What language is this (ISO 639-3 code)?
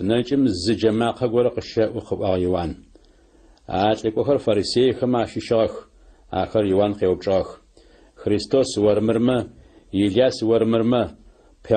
ady